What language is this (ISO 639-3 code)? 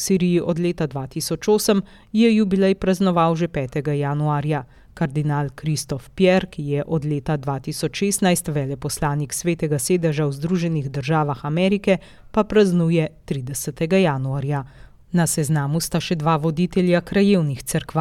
slv